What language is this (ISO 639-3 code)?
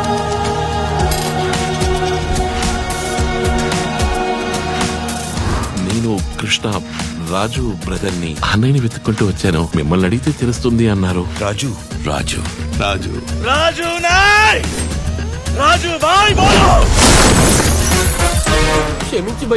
tel